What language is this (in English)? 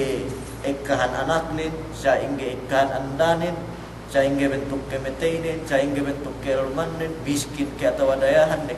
Yakan